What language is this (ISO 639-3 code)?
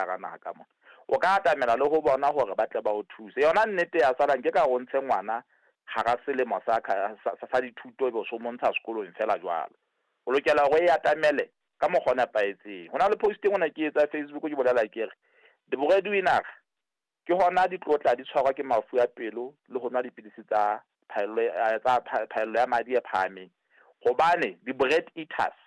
sot